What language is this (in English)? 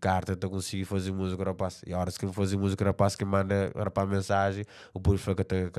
Kabuverdianu